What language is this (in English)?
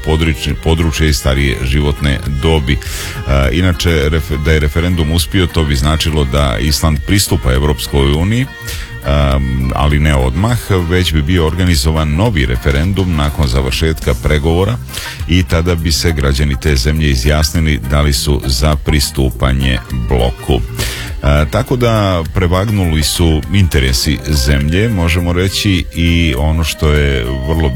Serbian